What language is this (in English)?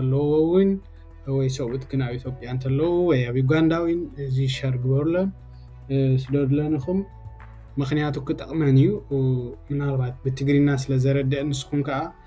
Tigrinya